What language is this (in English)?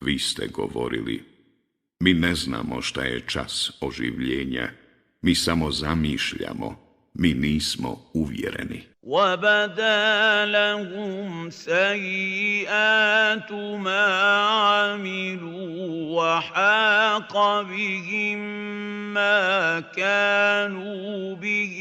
Bosnian